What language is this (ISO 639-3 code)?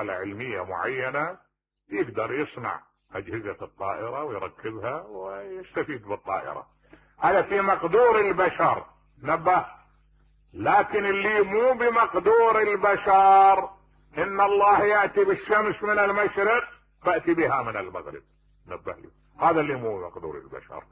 acm